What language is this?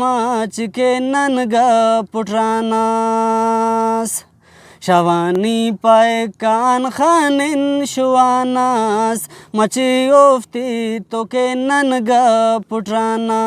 Brahui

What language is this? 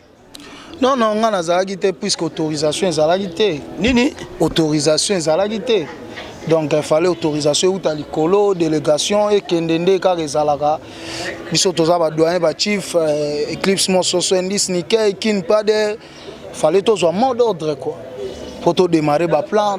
Lingala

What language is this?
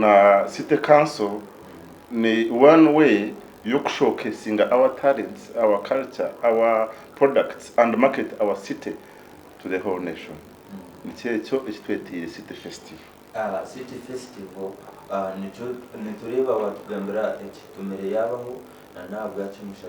Nyankole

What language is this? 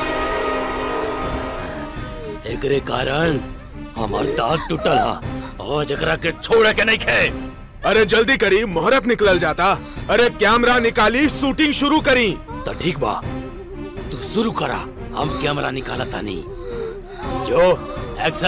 Bhojpuri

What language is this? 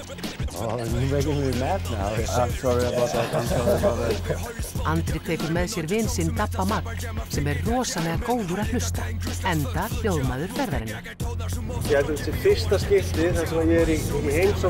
Icelandic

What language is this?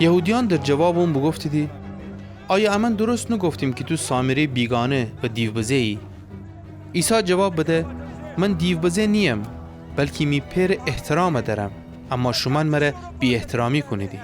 Gilaki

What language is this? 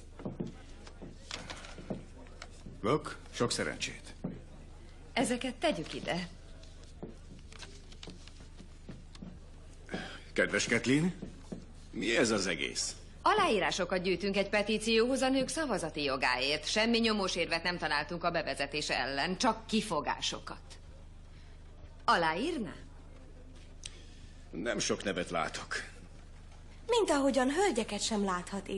Hungarian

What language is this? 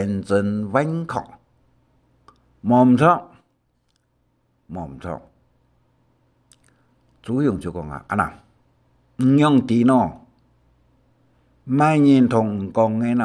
Hakka Chinese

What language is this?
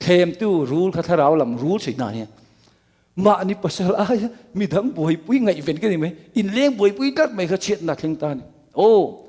Mizo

